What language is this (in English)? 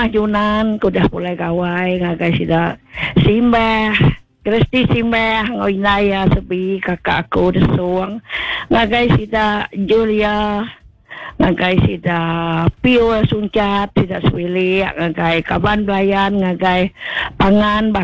Iban